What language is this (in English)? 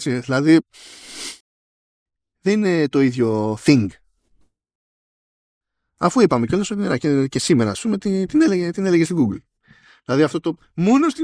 Greek